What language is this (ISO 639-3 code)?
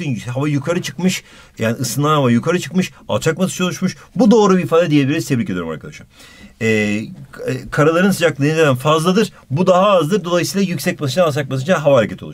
tur